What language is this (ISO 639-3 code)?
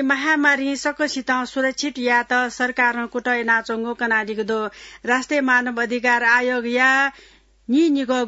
new